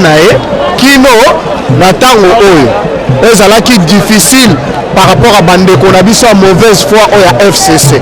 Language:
Lingala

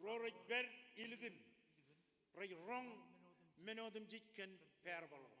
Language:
Marshallese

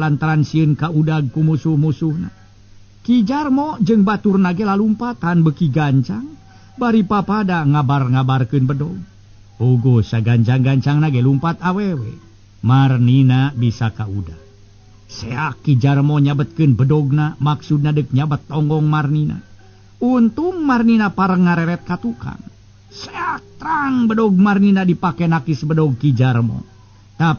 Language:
Sundanese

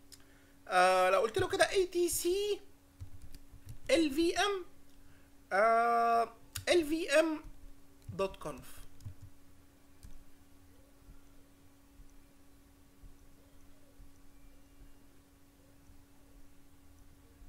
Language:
Egyptian Arabic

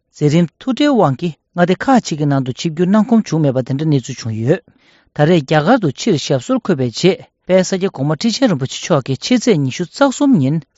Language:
Tibetan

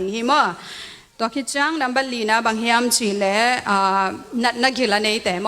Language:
Tedim Chin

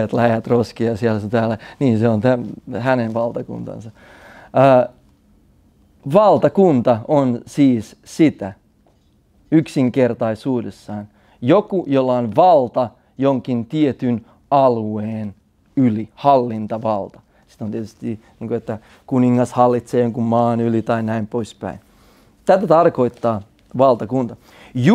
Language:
Finnish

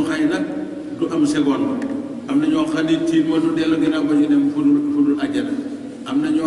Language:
Wolof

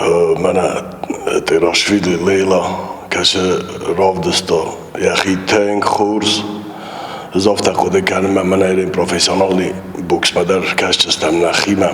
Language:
Ossetic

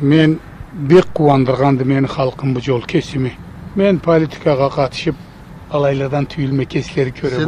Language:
Karachay-Balkar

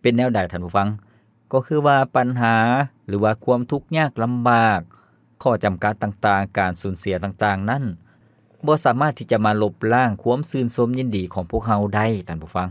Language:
Lao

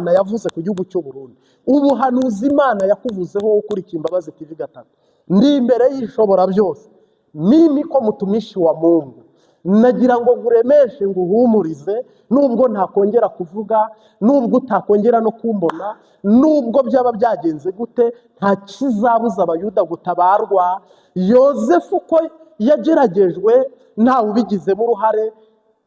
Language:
Kinyarwanda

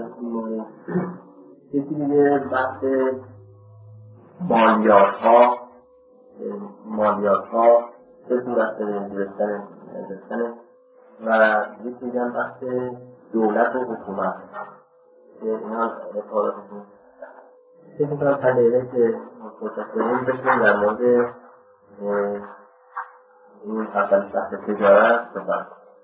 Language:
Persian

